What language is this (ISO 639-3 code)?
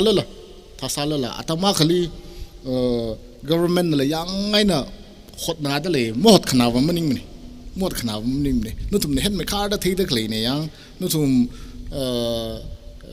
nmf